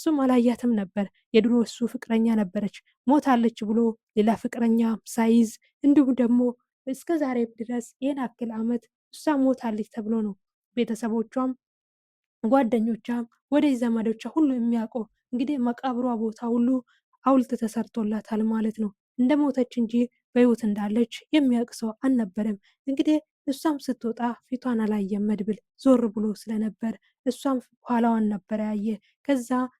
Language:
Amharic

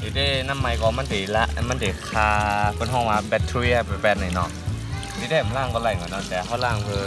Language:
Shan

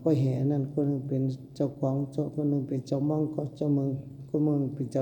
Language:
Shan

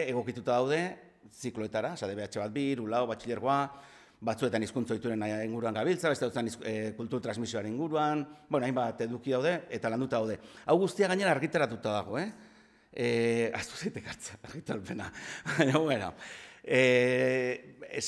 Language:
Basque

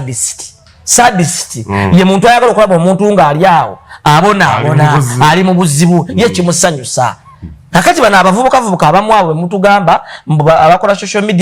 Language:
Ganda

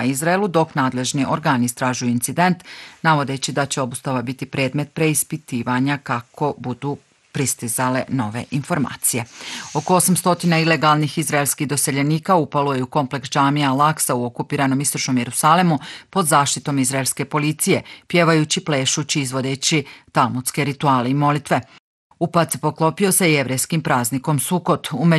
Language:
Bosnian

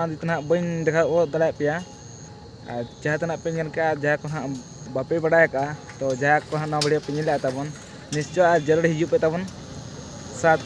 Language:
Santali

